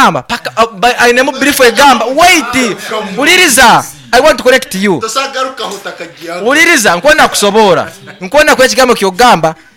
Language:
Nyoro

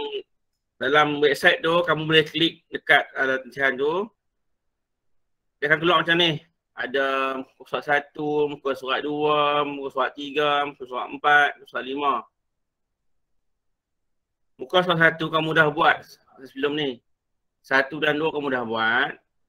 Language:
Malay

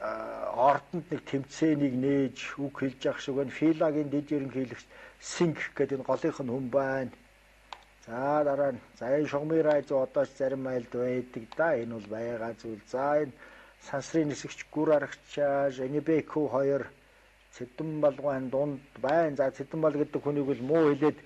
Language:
Mongolian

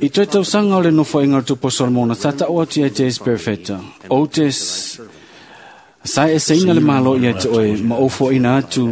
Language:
Samoan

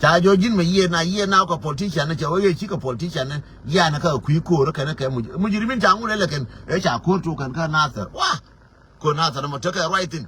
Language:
Nuer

